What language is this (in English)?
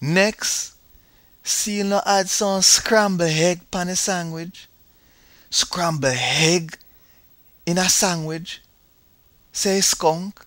Jamaican Creole English